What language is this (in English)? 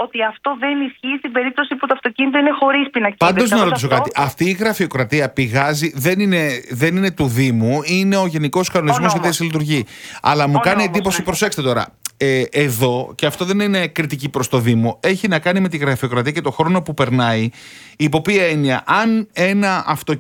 Greek